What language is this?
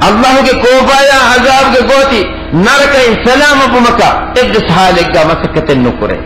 Divehi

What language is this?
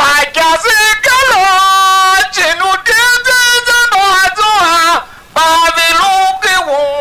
Tiv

